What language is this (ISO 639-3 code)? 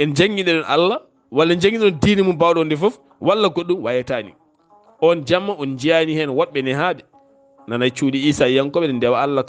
ful